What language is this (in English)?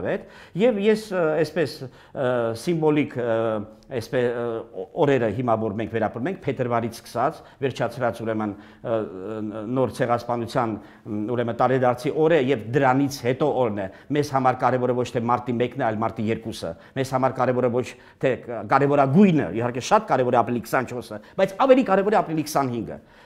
Armenian